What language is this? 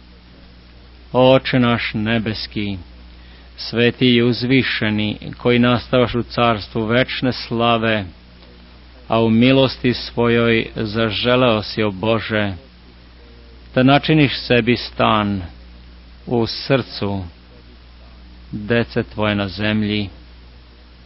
Serbian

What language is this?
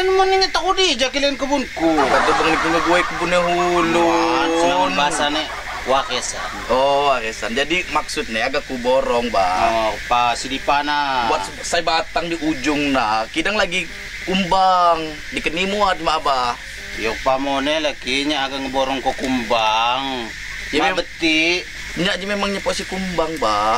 Lampung Api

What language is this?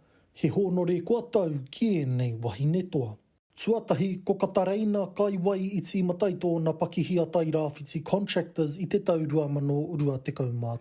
Māori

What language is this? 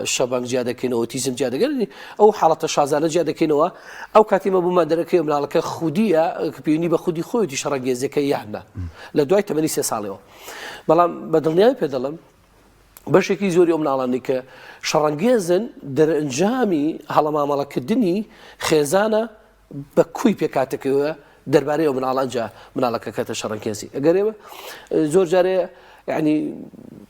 Central Kurdish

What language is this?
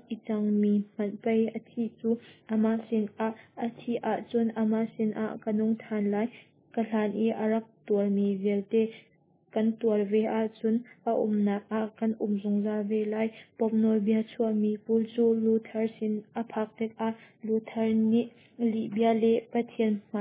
Hakha Chin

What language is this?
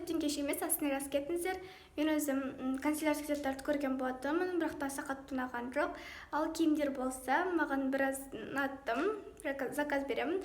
Kazakh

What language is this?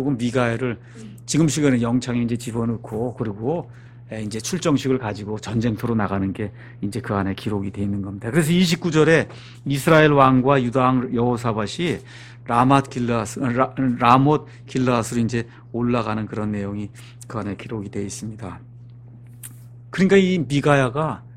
Korean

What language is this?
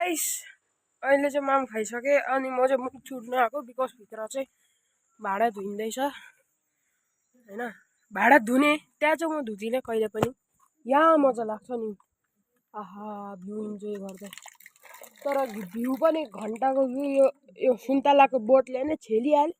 Nepali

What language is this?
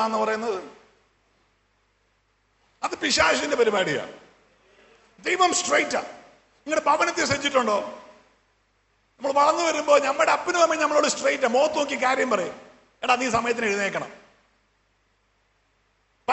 Malayalam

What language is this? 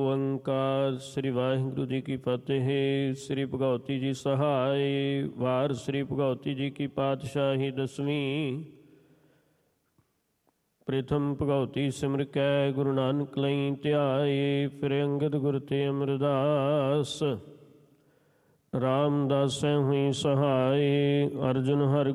Punjabi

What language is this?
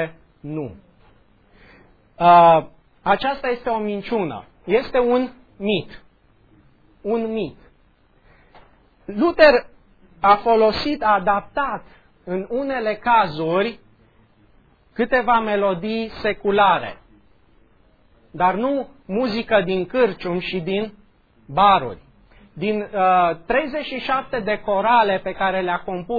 Romanian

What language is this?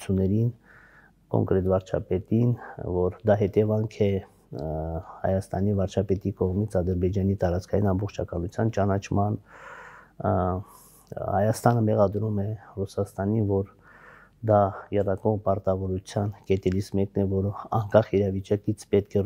Armenian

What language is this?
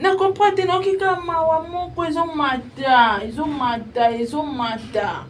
Lingala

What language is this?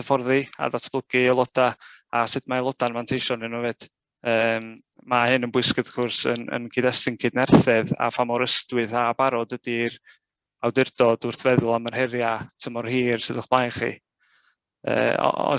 Welsh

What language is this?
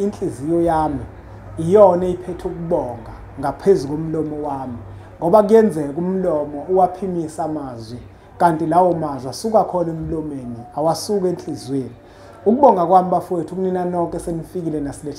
Zulu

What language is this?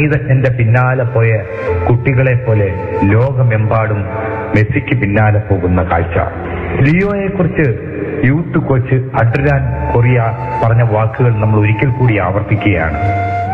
Malayalam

